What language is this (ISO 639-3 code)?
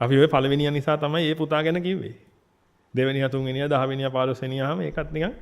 sin